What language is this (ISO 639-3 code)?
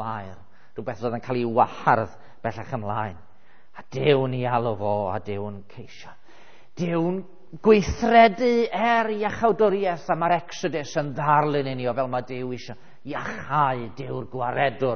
cym